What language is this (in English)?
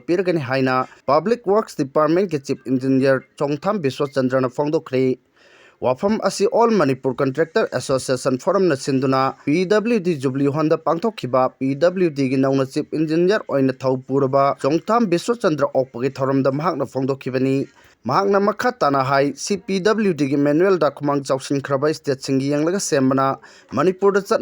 Manipuri